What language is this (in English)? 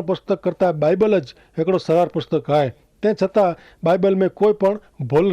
Kachhi